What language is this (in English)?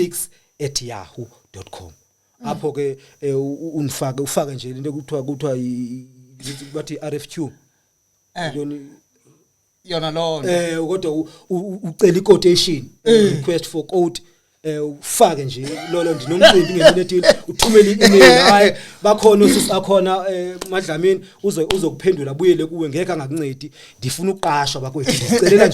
Zulu